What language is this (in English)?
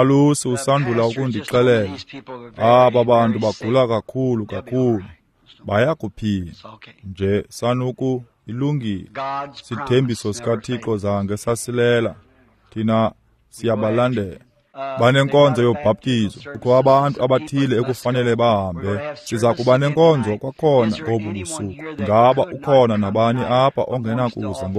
Xhosa